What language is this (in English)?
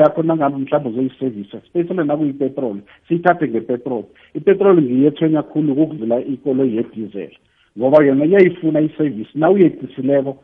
South Ndebele